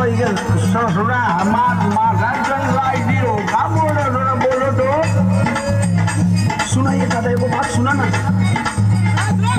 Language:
Bhojpuri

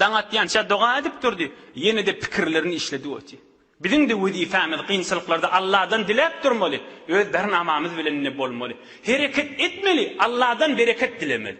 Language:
Turkmen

